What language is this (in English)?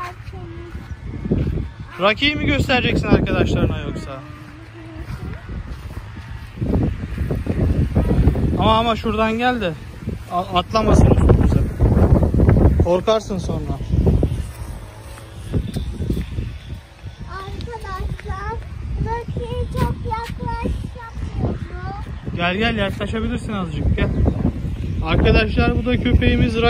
Turkish